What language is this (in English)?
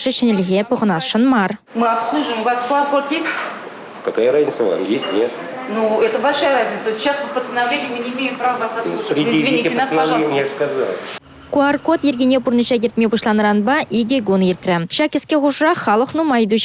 Chuvash